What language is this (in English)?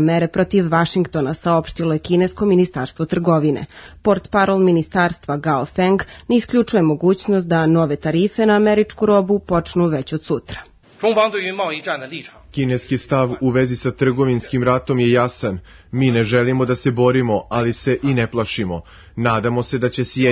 Serbian